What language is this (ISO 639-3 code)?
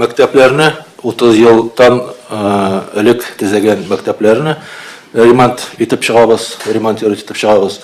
tat